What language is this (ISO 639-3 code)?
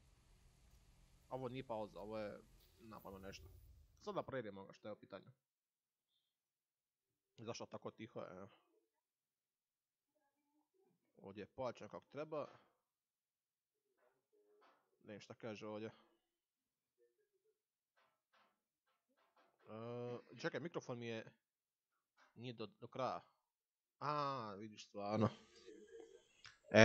hrv